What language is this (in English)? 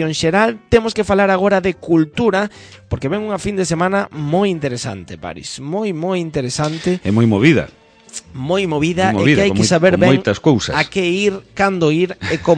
Galician